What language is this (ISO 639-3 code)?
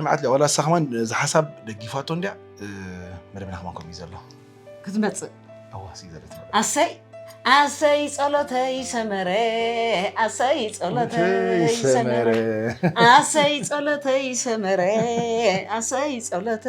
tir